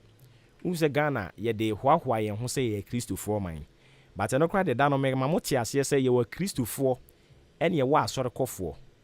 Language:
Akan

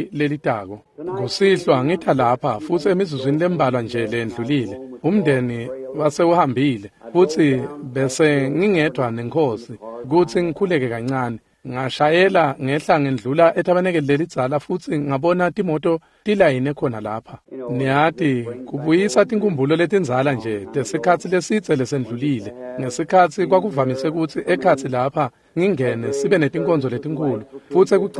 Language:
Swati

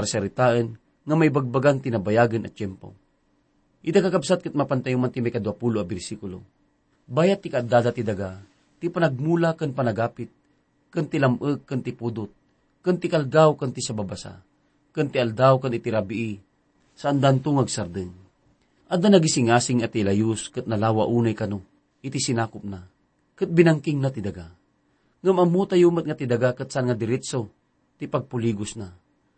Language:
Iloko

